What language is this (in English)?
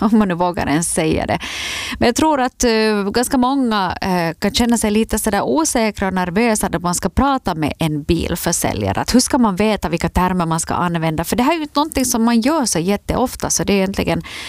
Swedish